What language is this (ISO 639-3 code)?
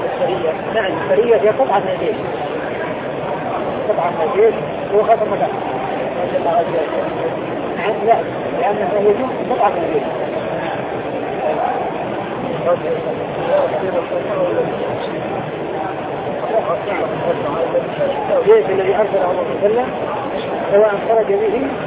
ara